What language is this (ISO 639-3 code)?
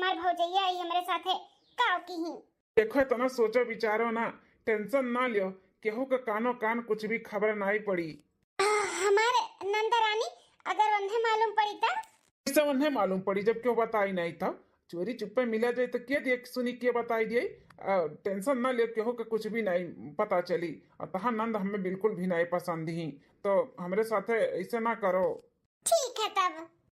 awa